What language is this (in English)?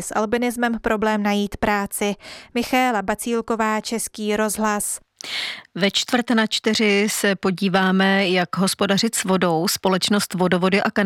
Czech